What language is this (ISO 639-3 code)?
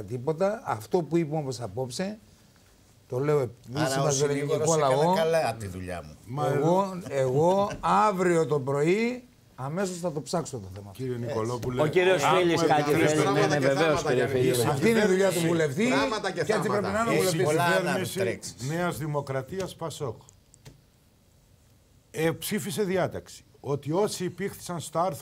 ell